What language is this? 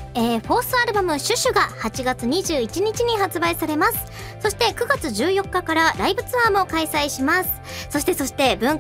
Japanese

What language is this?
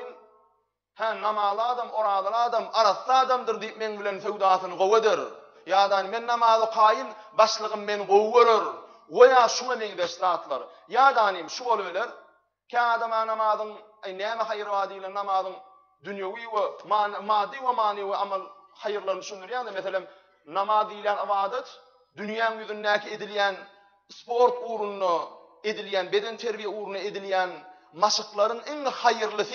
Turkmen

